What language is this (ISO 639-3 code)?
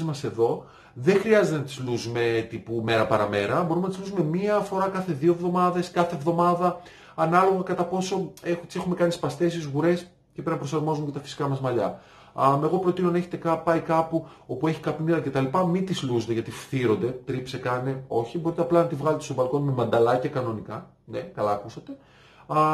ell